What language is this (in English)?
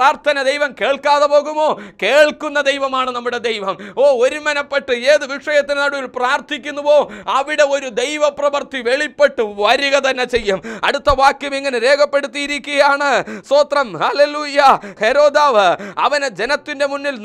Malayalam